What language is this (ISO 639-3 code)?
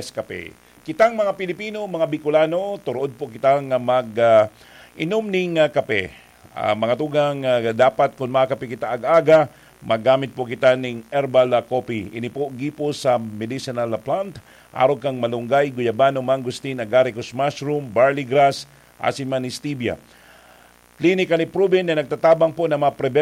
bik